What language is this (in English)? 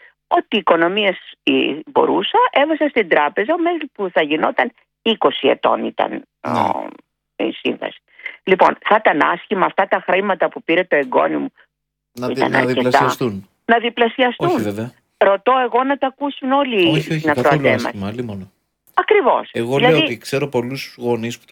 Greek